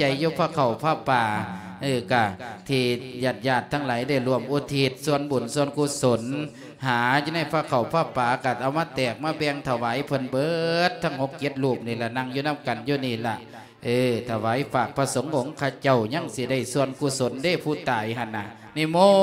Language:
Lao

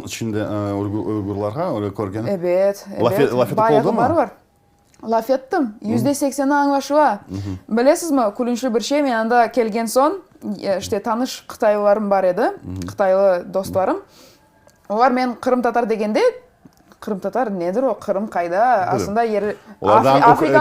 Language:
Crimean Tatar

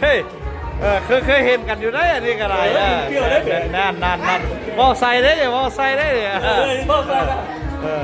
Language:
Lao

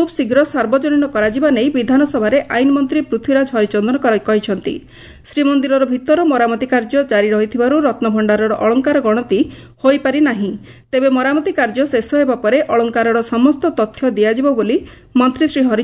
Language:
Odia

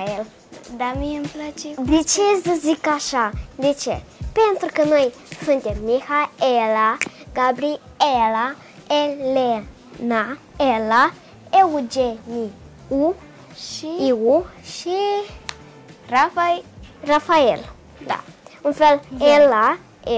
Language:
Romanian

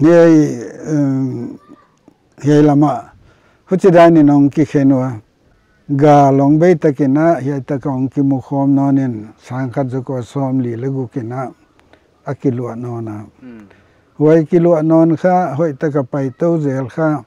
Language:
Paite Chin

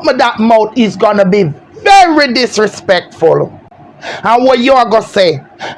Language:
Jamaican Creole English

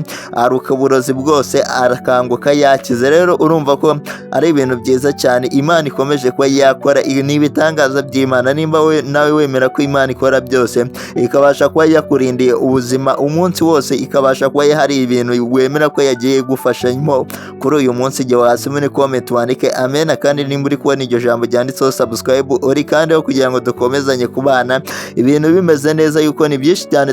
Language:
Kinyarwanda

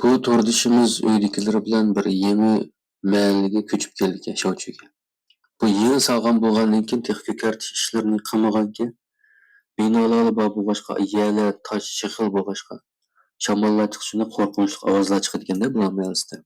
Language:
Uyghur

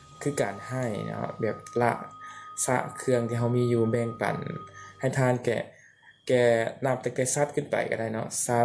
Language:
Lao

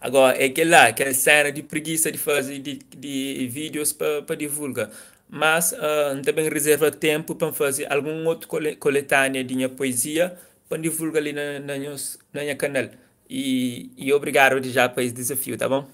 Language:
Kabuverdianu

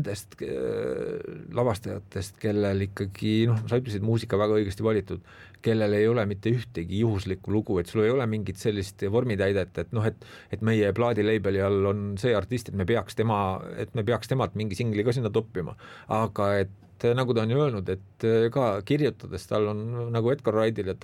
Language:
Estonian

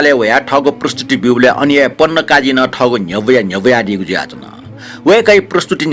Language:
Newari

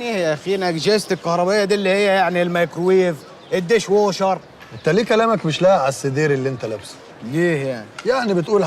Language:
Egyptian Arabic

